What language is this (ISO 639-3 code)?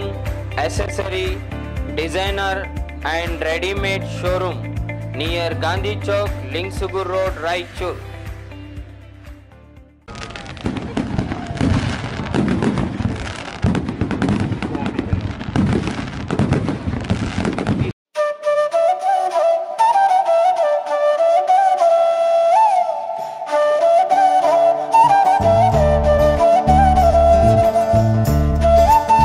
kan